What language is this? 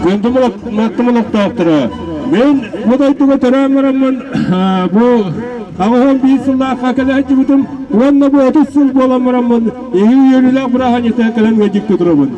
Yakut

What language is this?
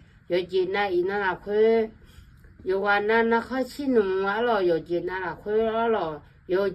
Akha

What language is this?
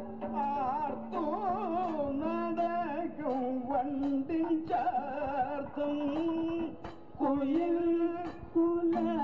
Malayalam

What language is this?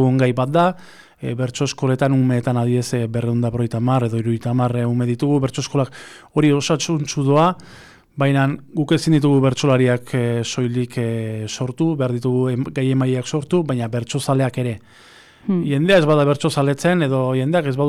Basque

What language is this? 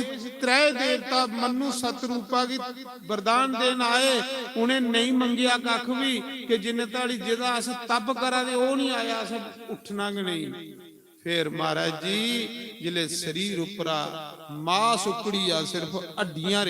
Dogri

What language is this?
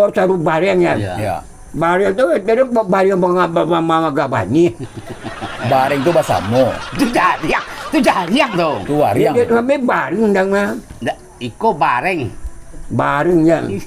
Minangkabau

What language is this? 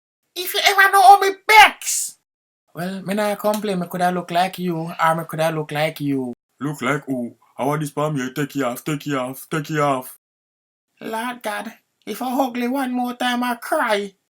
Jamaican Creole English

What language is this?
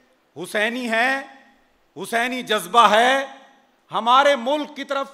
Urdu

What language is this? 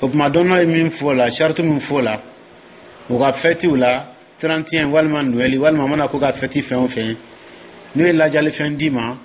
Dyula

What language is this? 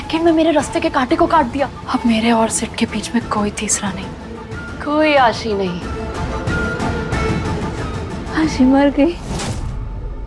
Hindi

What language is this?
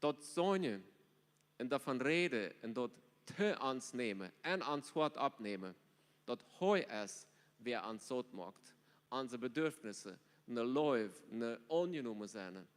Plautdietsch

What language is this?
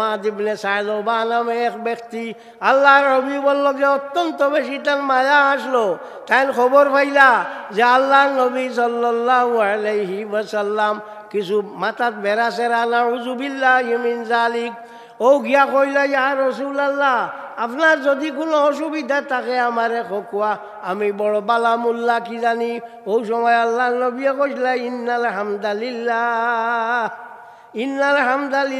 Sylheti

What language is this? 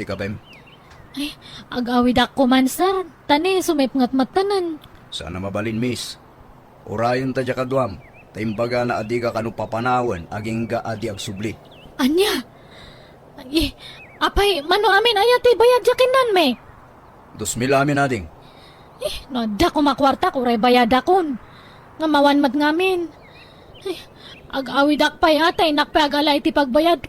Iloko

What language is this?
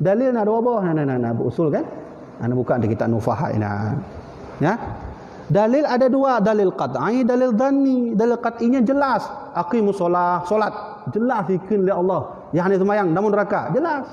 Achinese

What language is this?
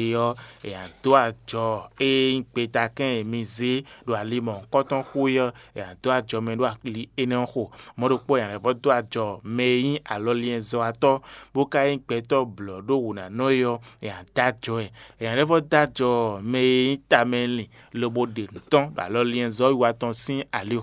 Fon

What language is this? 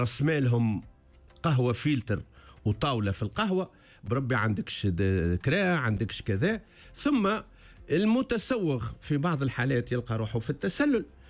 Tunisian Arabic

